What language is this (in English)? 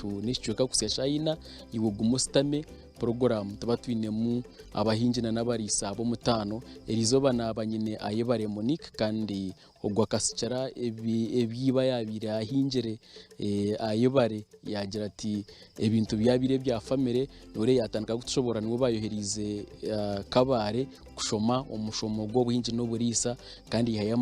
Nyankole